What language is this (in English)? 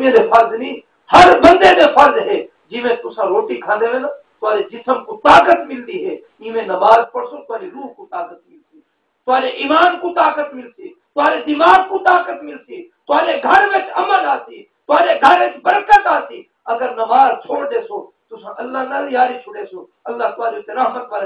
Saraiki